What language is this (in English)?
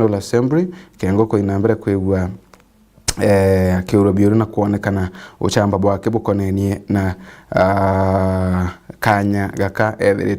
Meru